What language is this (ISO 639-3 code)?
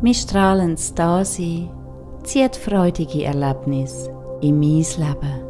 gsw